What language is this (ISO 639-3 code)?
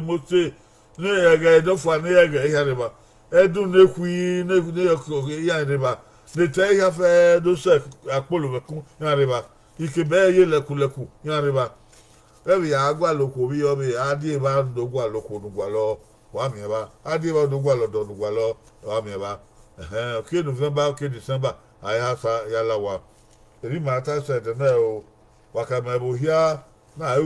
bin